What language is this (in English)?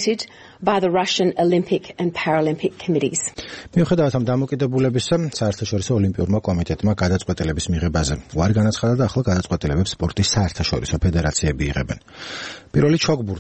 Georgian